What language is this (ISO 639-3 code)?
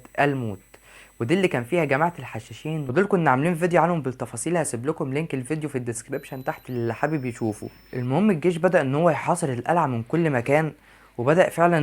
arz